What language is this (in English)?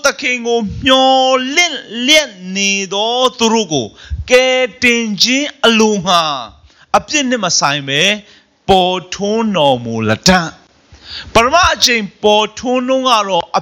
Burmese